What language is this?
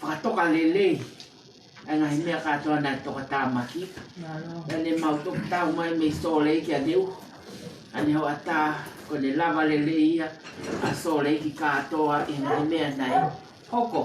Tongan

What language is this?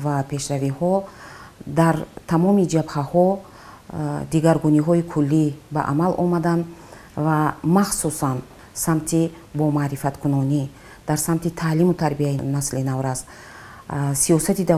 Tajik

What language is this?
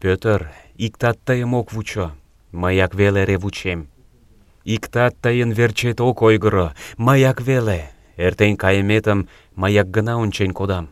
Mari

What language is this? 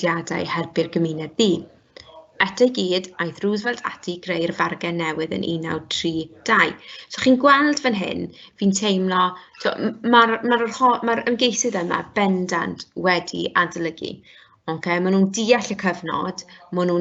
Welsh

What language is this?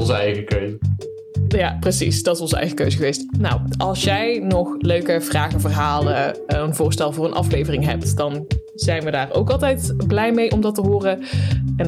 Dutch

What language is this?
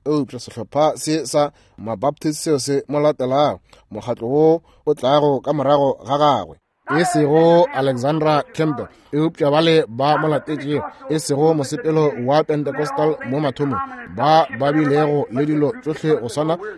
Northern Sotho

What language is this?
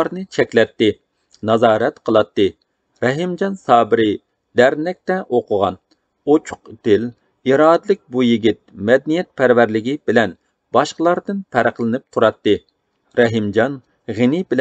Uyghur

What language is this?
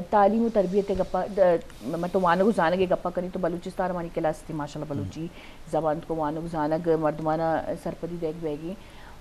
Eastern Balochi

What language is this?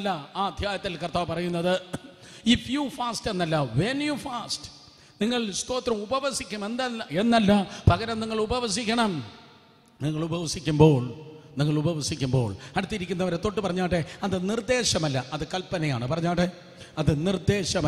Malayalam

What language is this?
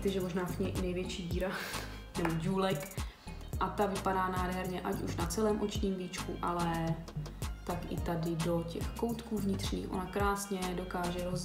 Czech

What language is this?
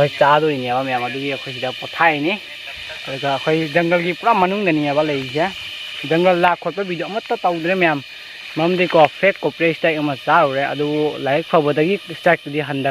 Manipuri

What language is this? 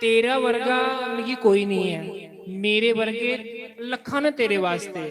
Dogri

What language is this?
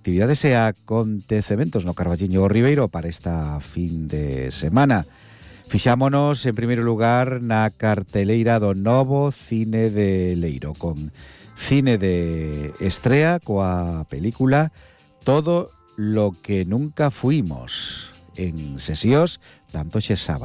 Galician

